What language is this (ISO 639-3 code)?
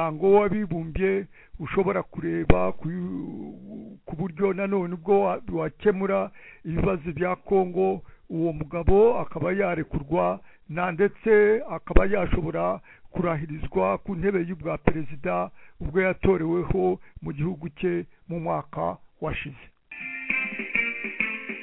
kin